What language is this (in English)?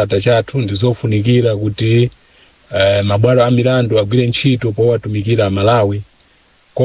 Nyanja